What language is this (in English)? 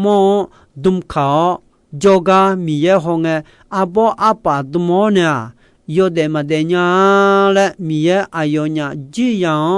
Akha